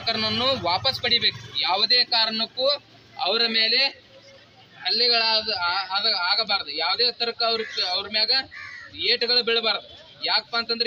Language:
Kannada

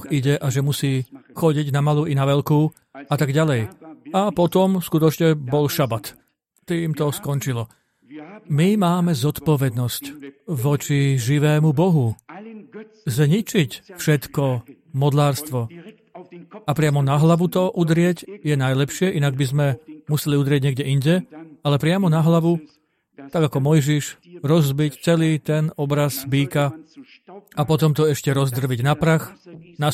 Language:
Slovak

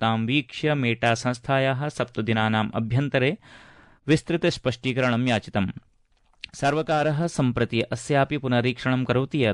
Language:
Sanskrit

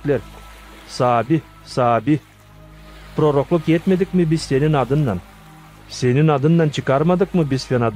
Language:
Gagauz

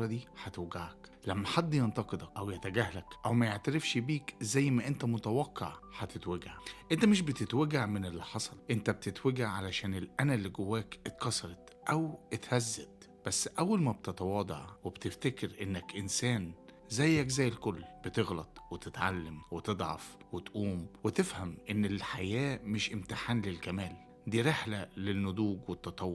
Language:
Egyptian Arabic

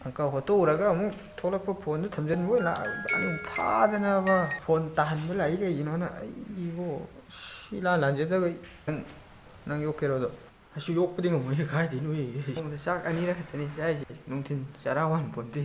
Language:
Manipuri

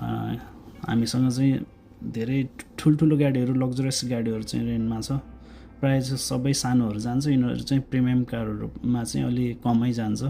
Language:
Nepali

